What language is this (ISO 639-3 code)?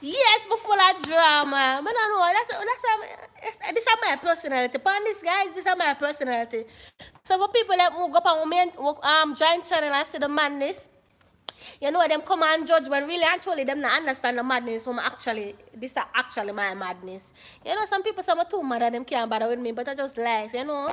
jam